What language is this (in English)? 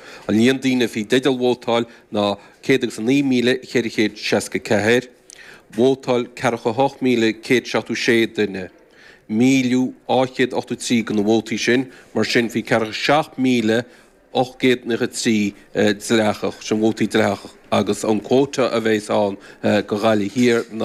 Irish